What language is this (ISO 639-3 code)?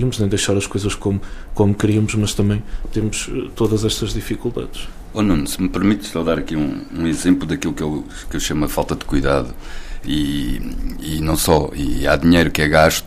por